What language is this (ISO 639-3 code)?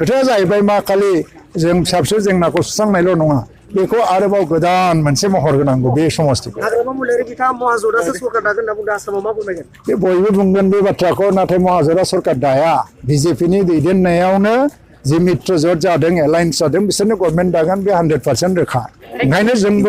brx